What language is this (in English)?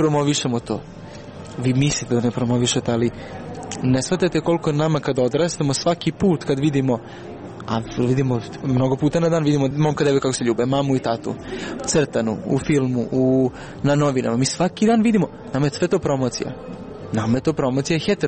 Serbian